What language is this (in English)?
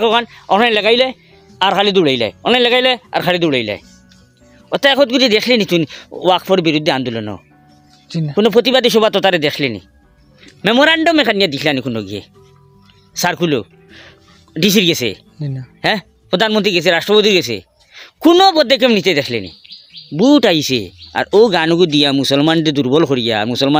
Sylheti